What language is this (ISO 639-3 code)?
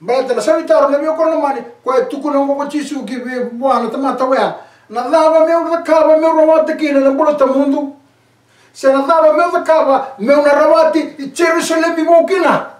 fij